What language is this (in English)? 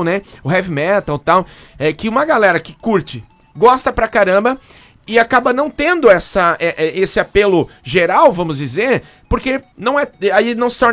Portuguese